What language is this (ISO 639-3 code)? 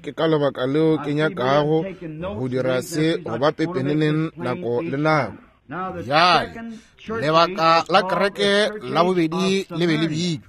nso